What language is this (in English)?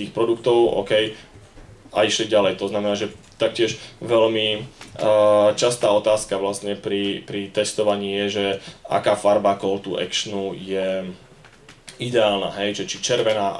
Slovak